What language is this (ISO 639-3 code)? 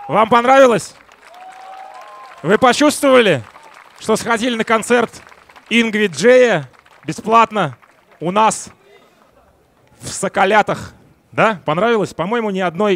rus